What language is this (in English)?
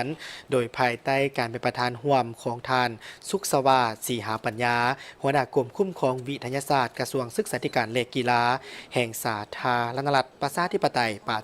Lao